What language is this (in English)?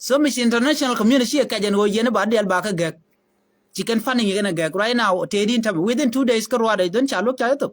Nuer